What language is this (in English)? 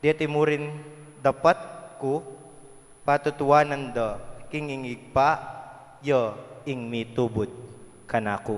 Pampanga